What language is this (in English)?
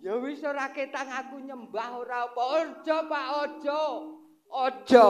Javanese